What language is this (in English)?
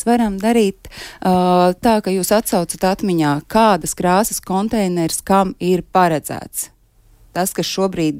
Latvian